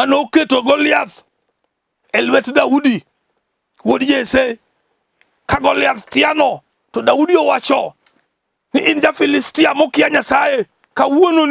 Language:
Luo (Kenya and Tanzania)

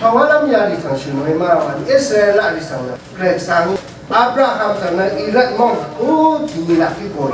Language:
Rawang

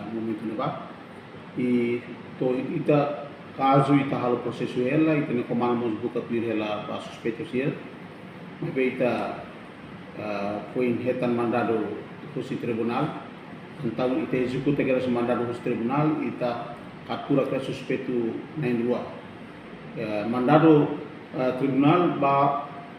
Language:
Tetum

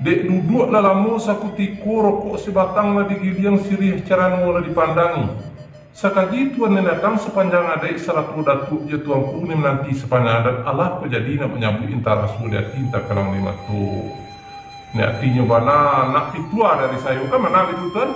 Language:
Minangkabau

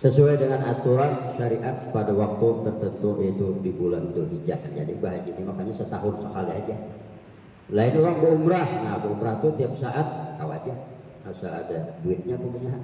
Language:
Banjar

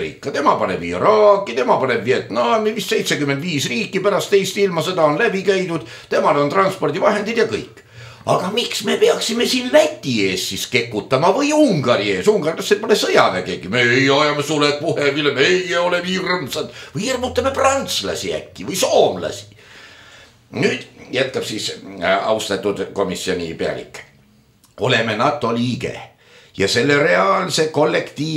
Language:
Estonian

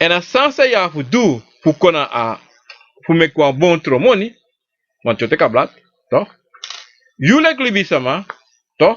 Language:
Sranan Tongo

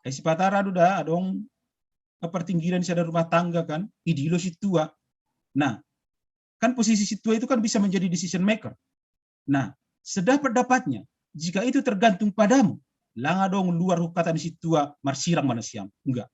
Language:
Batak Simalungun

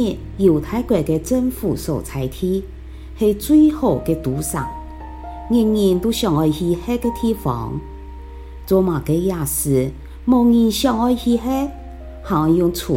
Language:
Hakka Chinese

